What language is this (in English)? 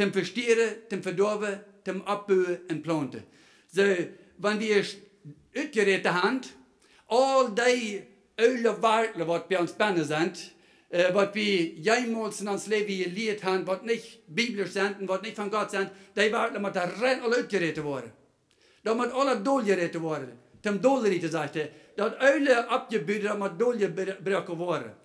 Plautdietsch